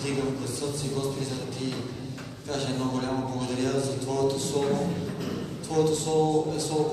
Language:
Bulgarian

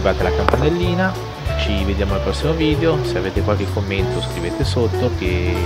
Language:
Italian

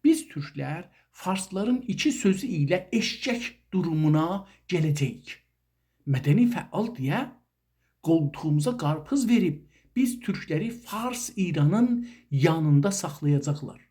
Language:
South Azerbaijani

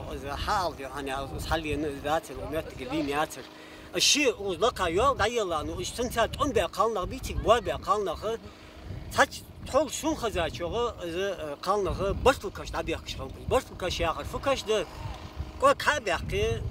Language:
Ingush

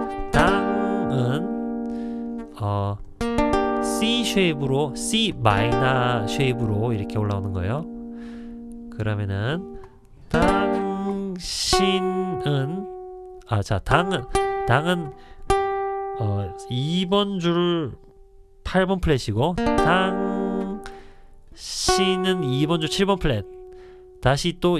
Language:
Korean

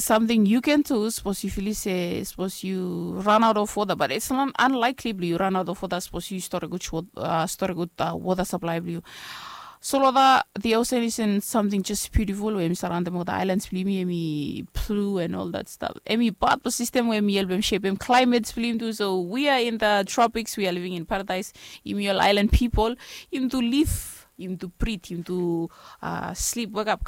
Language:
Bislama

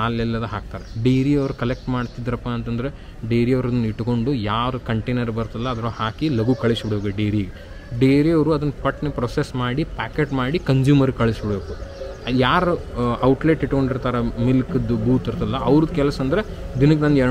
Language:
Kannada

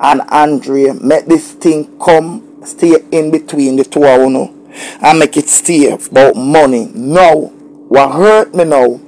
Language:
Jamaican Creole English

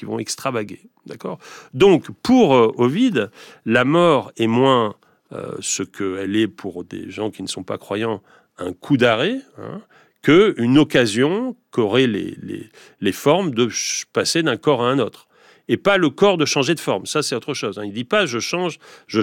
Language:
French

